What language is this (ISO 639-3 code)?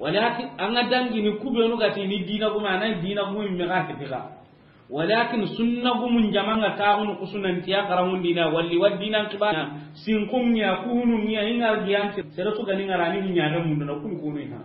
snk